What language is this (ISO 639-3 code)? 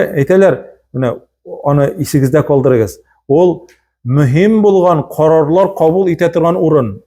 tat